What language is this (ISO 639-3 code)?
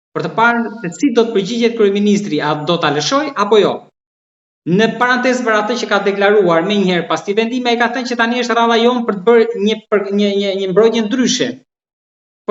sqi